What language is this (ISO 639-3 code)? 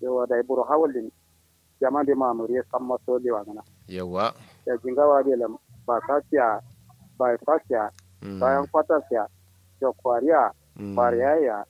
kau